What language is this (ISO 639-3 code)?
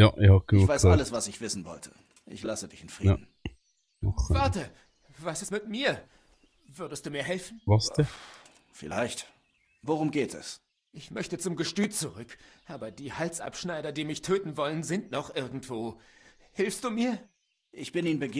gsw